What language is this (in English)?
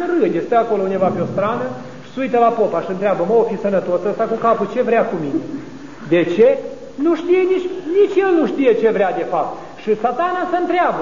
Romanian